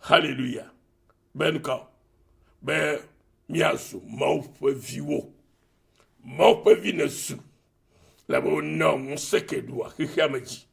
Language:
Ewe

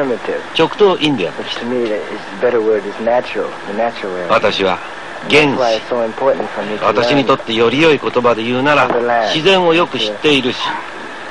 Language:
Japanese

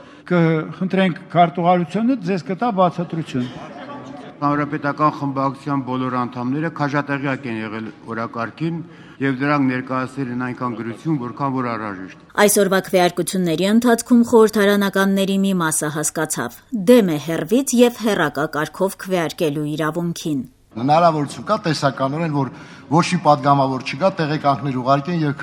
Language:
Armenian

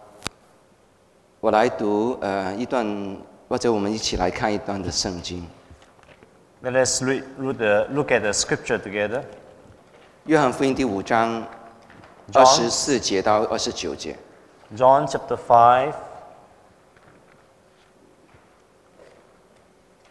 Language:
Chinese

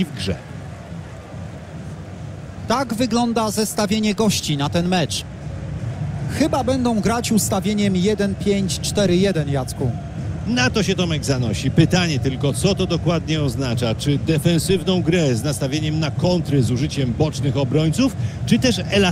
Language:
Polish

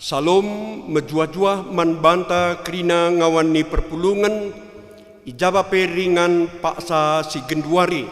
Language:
Batak Karo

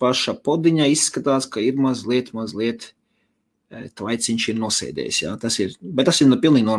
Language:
Latvian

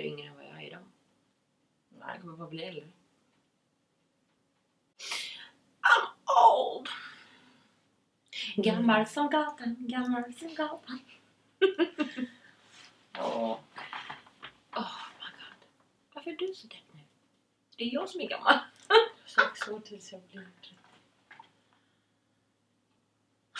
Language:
Swedish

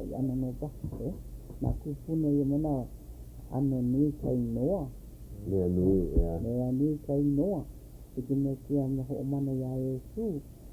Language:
Hawaiian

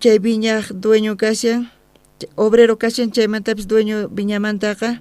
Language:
South Bolivian Quechua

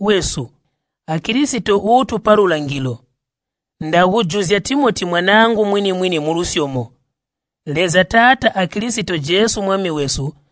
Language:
Tonga (Zambia)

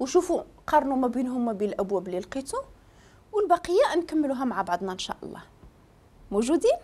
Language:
Moroccan Arabic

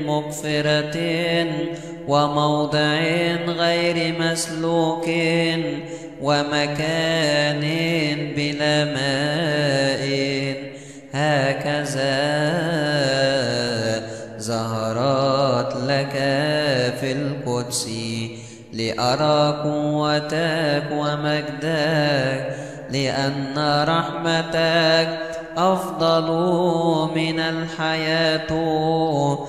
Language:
Arabic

